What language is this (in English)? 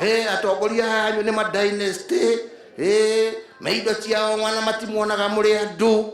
Kikuyu